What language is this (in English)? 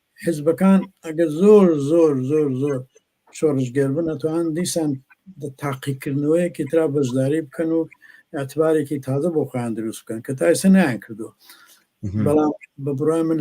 Central Kurdish